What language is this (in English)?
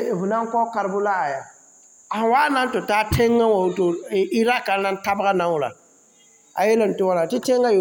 Mossi